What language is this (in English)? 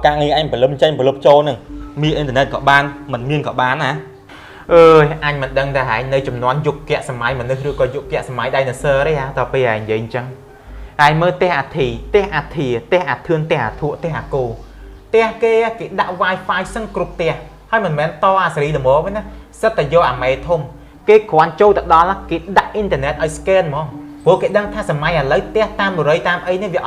Khmer